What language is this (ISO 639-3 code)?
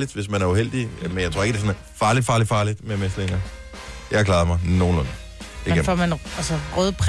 dan